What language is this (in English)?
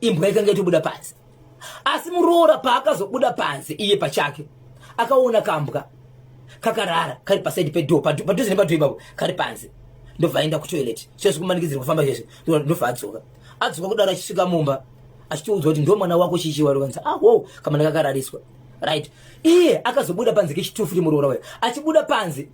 Shona